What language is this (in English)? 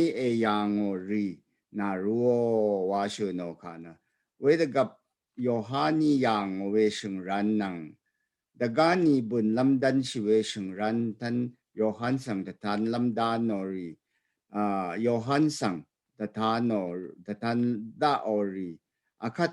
Rawang